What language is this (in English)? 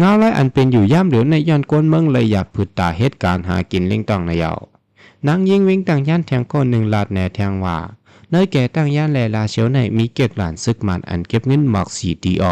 Shan